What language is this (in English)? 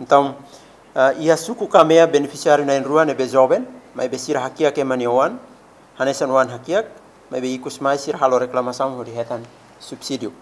Tetum